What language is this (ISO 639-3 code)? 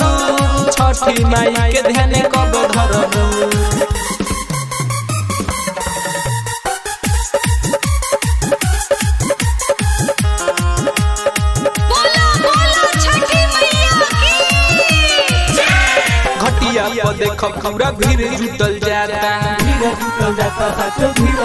bho